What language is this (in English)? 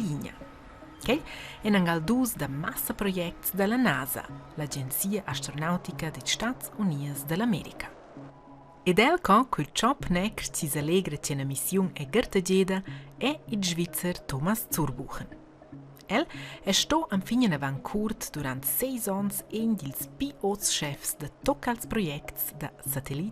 Romansh